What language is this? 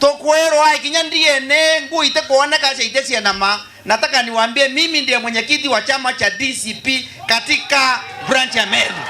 Meru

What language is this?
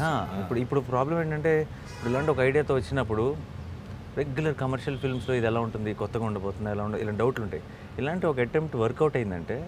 Telugu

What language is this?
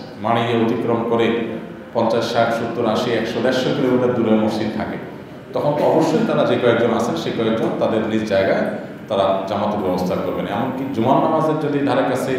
Bangla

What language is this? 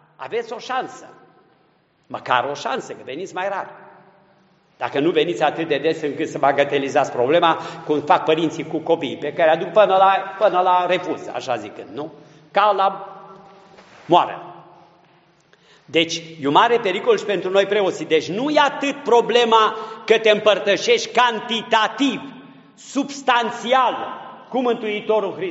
Romanian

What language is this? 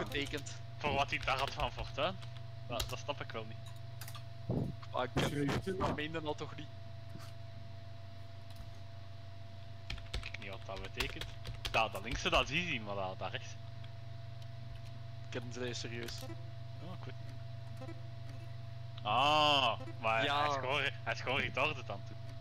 Dutch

